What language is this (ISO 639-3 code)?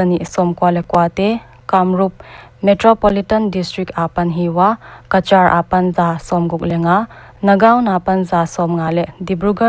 pck